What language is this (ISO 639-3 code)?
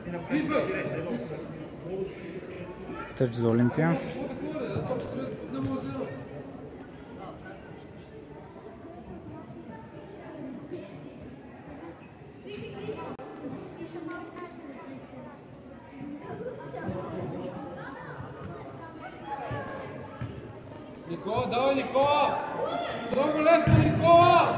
bul